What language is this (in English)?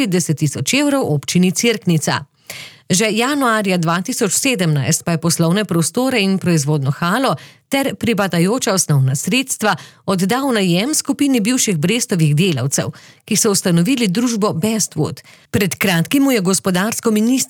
Slovenian